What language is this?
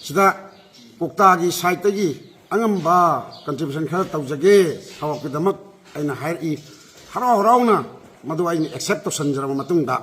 Manipuri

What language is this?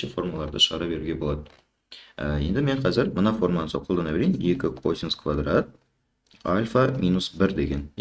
Kazakh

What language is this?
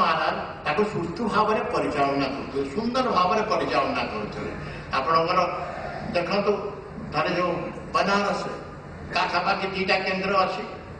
Odia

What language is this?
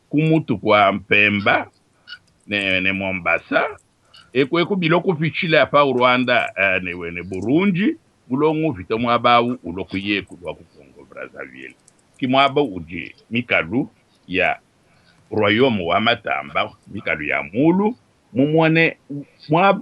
Luba-Lulua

